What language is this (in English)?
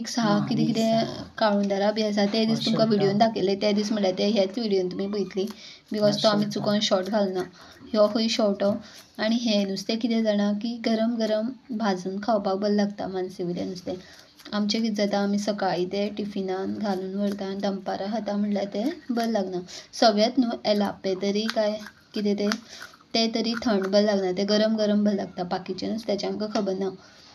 Konkani